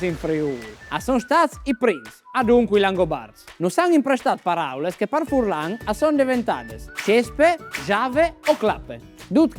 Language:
Friulian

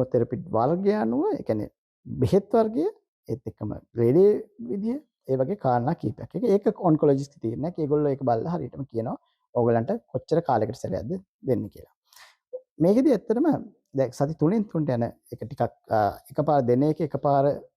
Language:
Sinhala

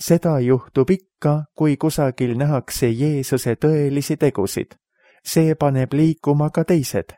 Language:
Estonian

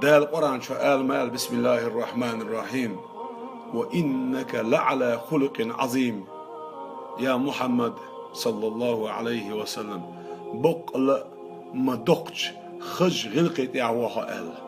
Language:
Chechen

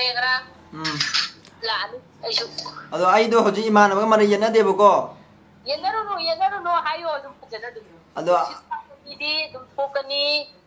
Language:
Manipuri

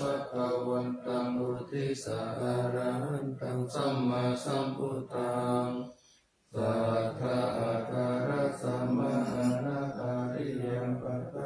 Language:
Pali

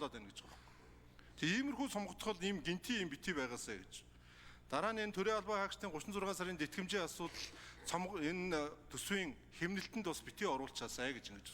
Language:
Mongolian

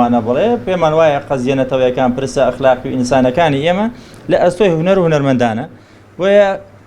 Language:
Central Kurdish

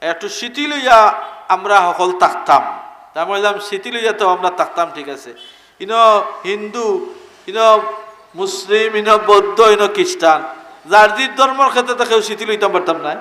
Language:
Sylheti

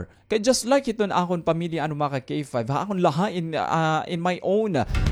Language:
Waray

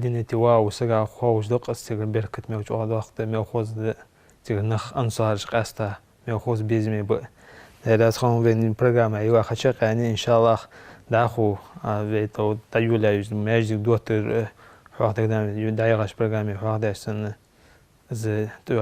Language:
Ingush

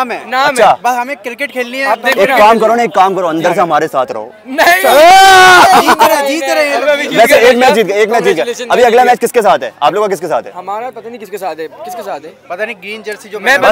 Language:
Hindi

